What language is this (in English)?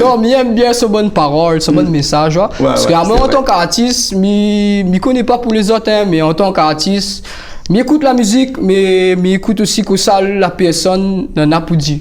Réunion Creole French